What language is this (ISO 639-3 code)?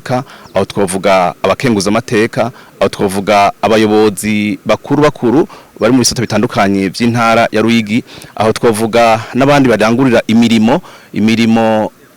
run